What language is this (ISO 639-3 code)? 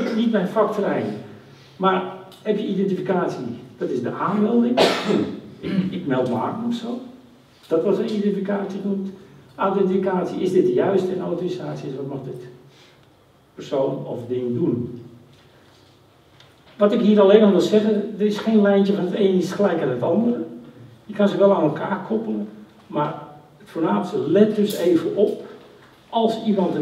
nld